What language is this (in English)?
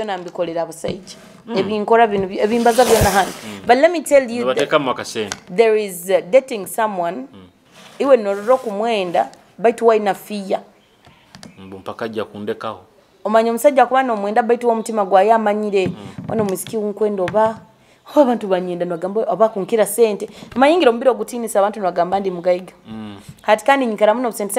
Nyoro